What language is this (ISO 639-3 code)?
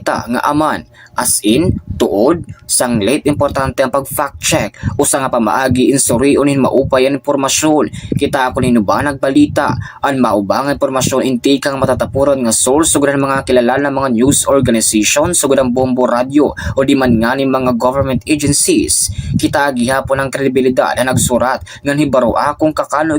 war